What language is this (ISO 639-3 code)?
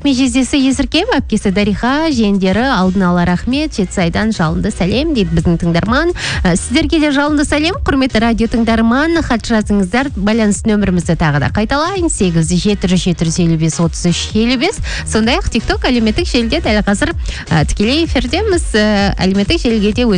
kaz